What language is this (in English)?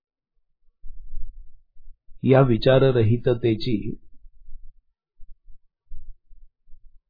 Marathi